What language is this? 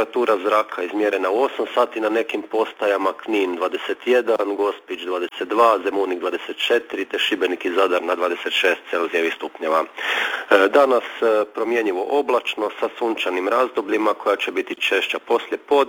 Croatian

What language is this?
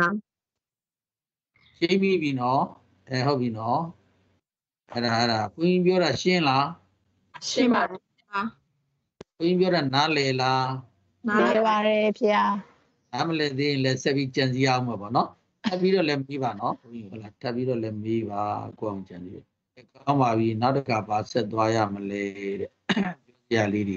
Burmese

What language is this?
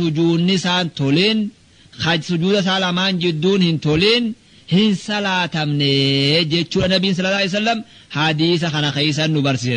Oromo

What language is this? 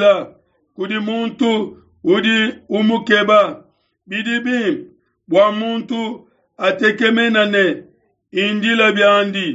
Luba-Lulua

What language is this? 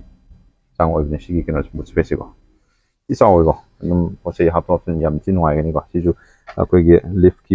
Manipuri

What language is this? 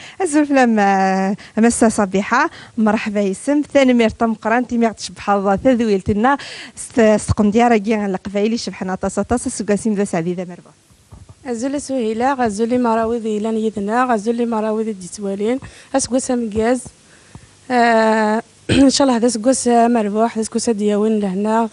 Kabyle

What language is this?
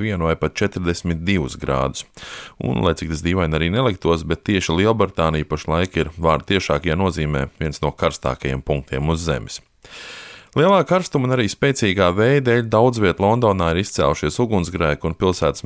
Latvian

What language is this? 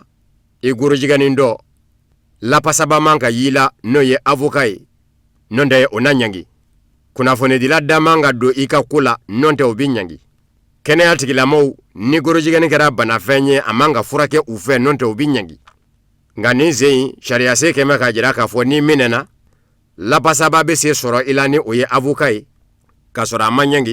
Bambara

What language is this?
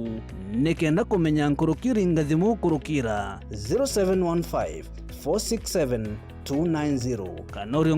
Meru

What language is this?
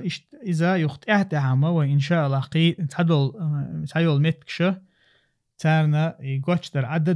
Chechen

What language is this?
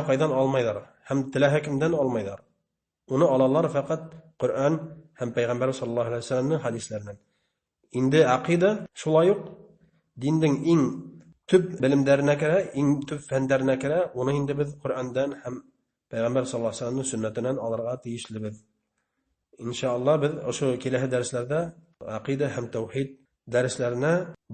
Bashkir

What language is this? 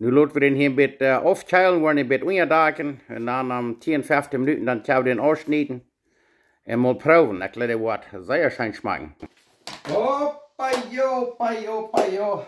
Plautdietsch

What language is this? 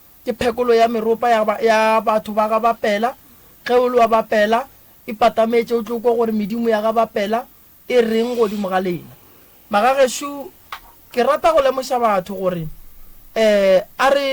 Northern Sotho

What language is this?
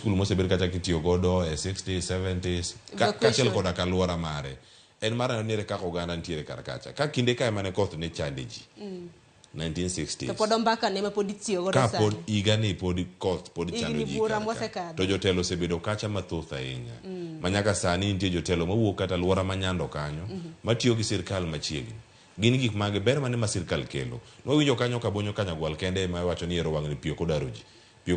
Luo (Kenya and Tanzania)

